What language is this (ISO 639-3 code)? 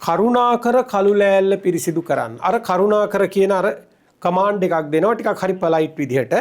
sin